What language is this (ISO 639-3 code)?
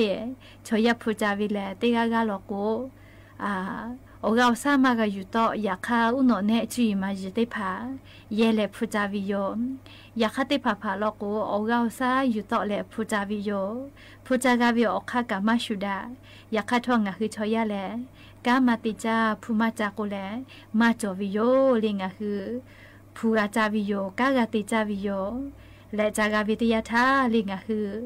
lhu